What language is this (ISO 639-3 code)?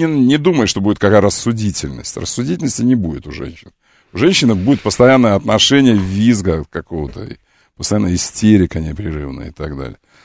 rus